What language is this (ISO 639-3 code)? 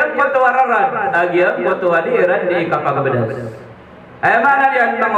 mrw